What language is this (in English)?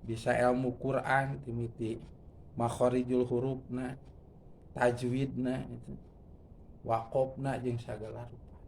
Sundanese